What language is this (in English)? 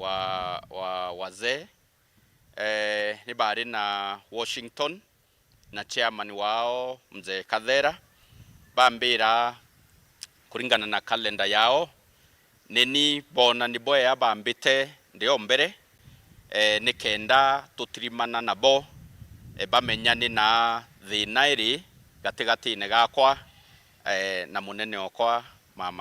Meru